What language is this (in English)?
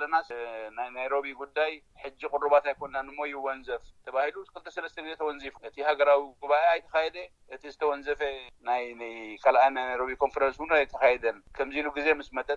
Tigrinya